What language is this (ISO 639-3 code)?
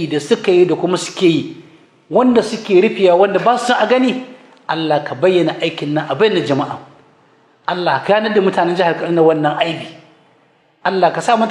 hau